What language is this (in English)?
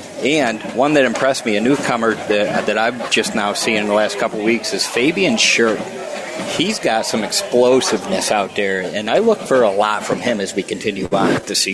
English